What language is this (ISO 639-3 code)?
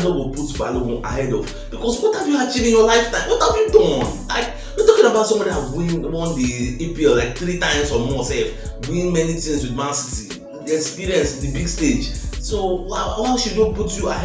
pcm